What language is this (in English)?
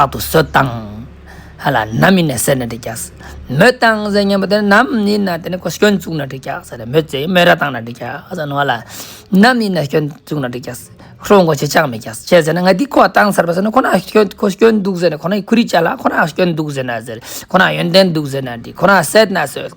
Ladakhi